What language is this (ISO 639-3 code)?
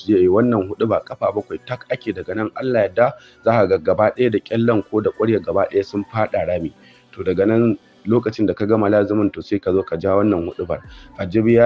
hau